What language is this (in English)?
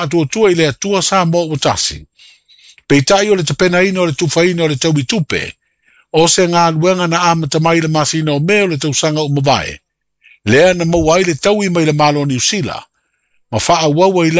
Samoan